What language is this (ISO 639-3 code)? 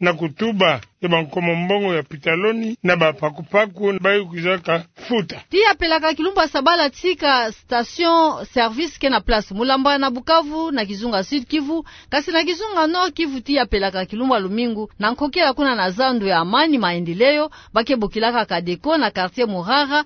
ktu